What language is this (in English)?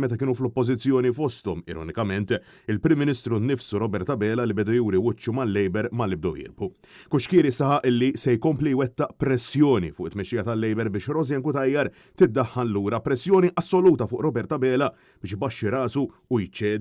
Maltese